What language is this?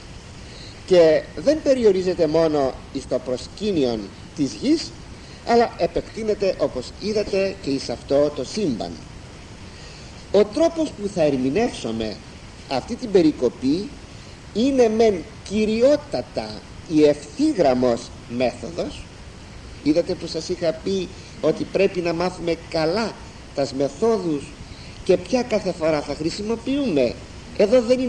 Greek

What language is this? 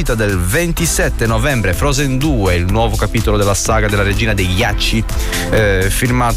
Italian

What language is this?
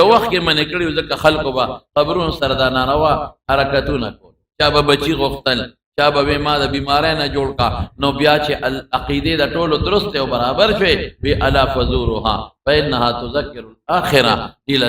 Pashto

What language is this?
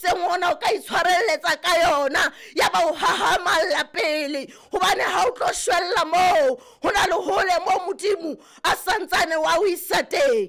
Southern Sotho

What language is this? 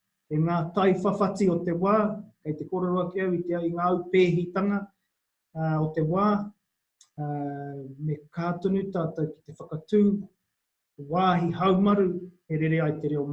Māori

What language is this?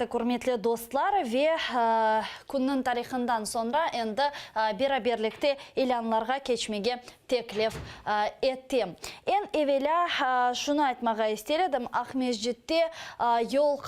Crimean Tatar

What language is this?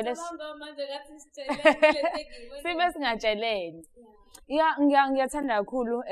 Zulu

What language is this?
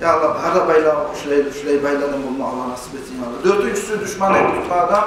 Kumyk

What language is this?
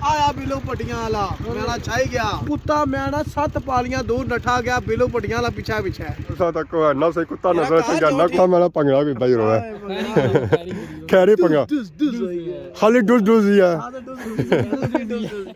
Pahari-Potwari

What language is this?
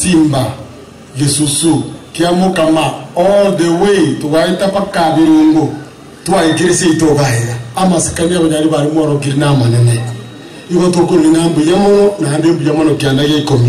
Gusii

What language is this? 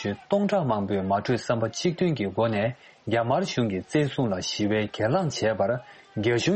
Tibetan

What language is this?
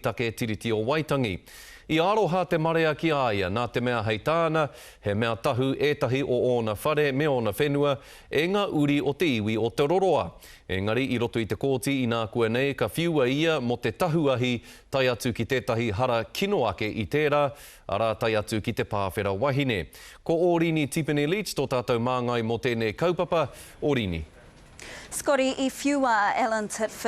Māori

